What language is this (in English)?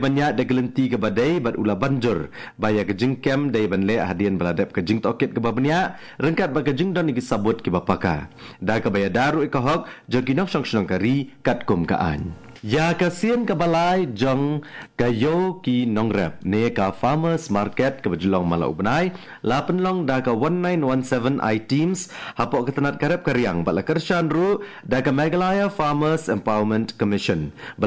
Khasi